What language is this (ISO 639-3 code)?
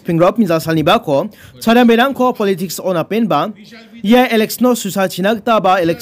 grt